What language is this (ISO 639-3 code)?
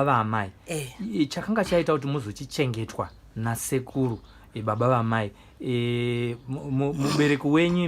sna